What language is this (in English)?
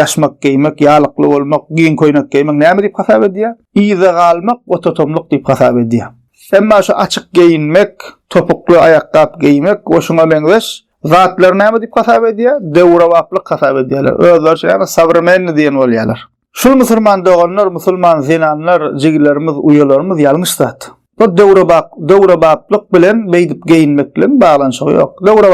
Turkmen